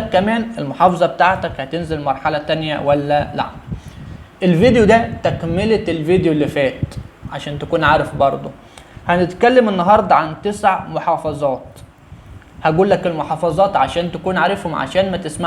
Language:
Egyptian Arabic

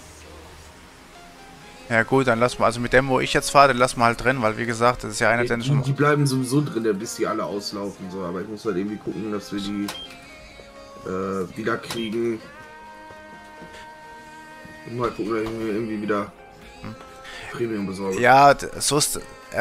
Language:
German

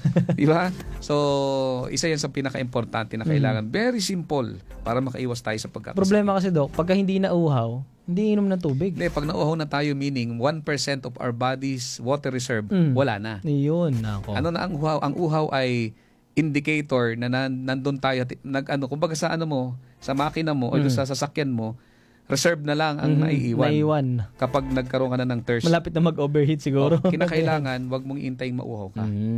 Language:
Filipino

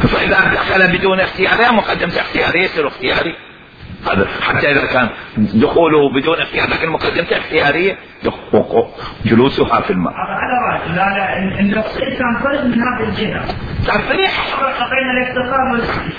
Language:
Mesopotamian Arabic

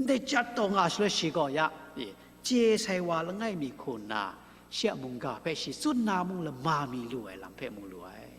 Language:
Kachin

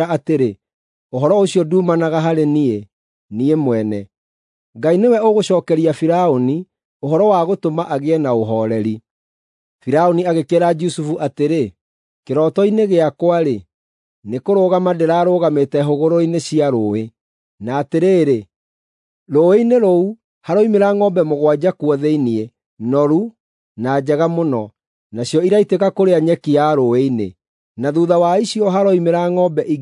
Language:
Kikuyu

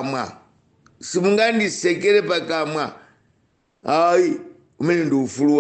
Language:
Nyanja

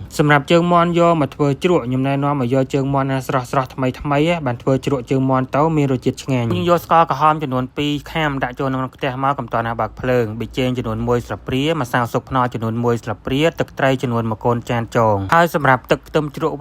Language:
Khmer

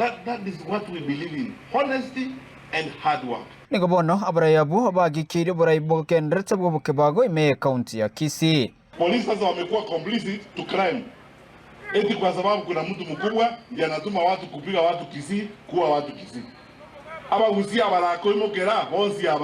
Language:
Gusii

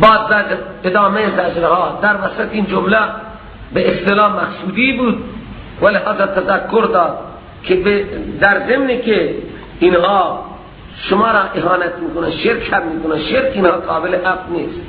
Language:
Persian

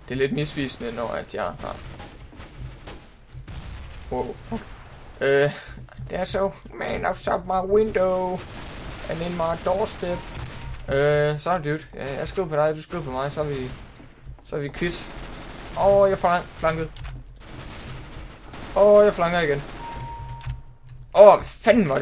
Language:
Danish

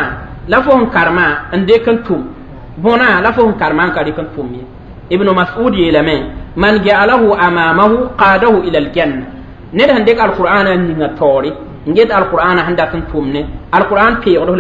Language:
Mossi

